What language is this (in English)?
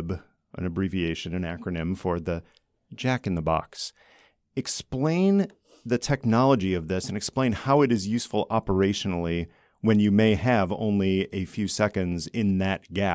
English